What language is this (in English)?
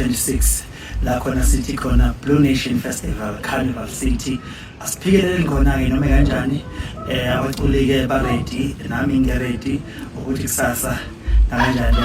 Zulu